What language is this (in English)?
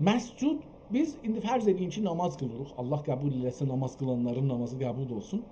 South Azerbaijani